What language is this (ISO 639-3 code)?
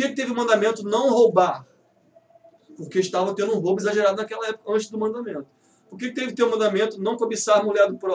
por